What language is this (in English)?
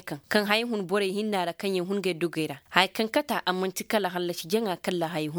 Koyraboro Senni